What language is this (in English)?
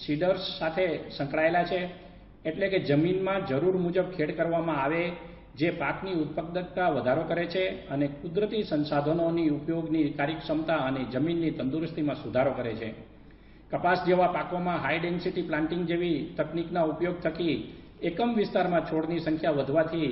Gujarati